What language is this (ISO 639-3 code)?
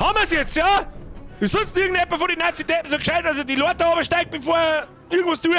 bar